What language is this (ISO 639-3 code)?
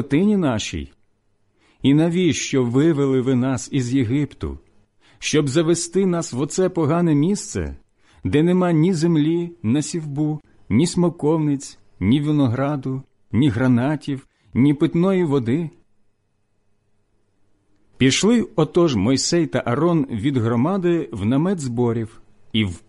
ukr